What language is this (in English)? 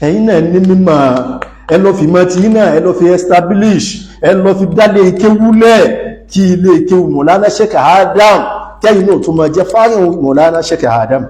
Yoruba